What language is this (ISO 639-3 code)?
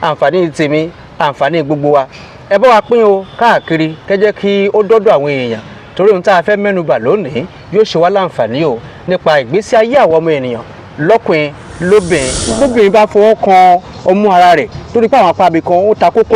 yor